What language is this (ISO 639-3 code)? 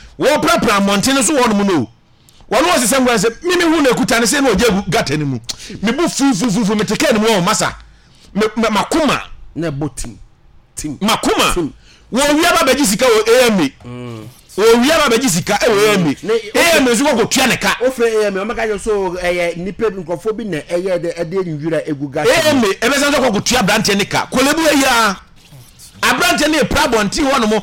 aka